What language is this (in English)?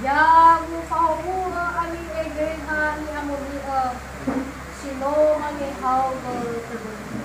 Nias